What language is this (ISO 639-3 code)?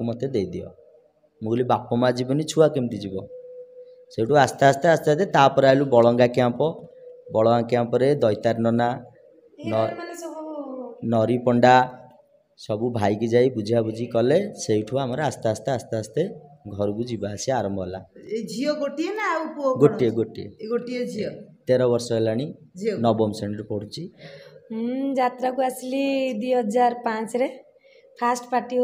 ori